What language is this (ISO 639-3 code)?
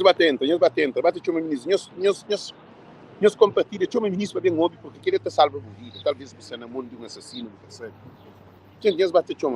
kea